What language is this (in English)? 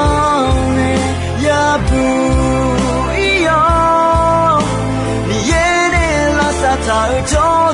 Akha